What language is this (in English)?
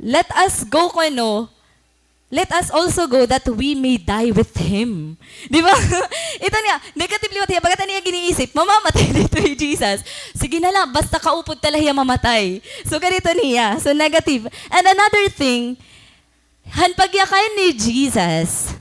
Waray